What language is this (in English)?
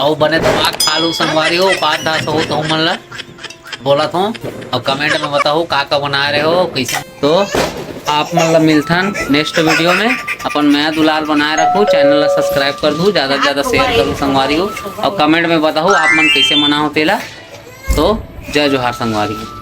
Chhattisgarhi